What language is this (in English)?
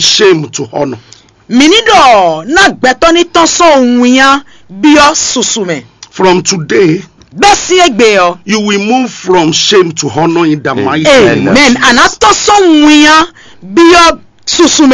Fon